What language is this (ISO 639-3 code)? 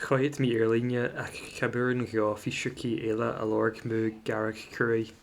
gla